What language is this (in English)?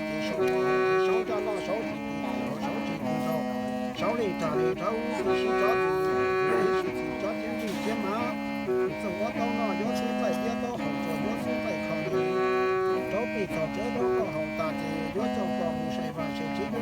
Hmong